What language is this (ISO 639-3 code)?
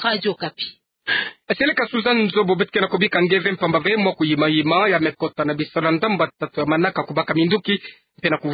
ktu